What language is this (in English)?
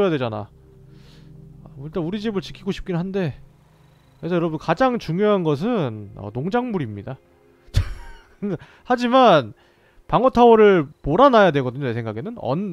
Korean